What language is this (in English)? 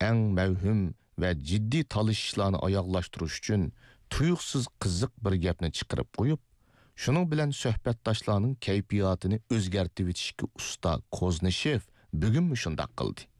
Uyghur